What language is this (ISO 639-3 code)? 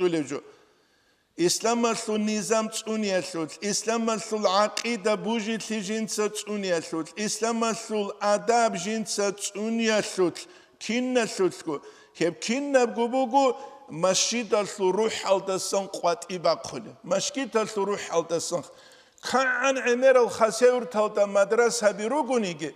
ava